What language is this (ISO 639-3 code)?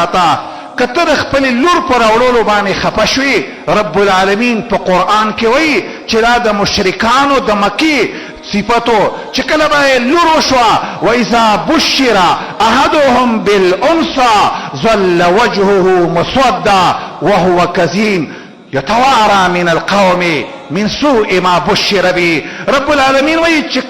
pus